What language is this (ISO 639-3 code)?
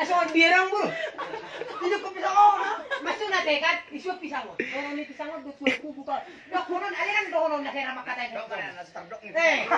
bbc